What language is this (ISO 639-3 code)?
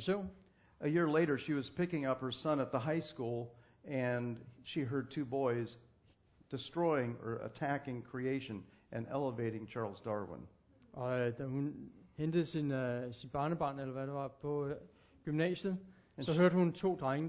dan